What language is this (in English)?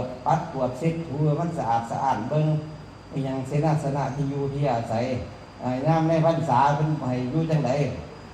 Northeastern Thai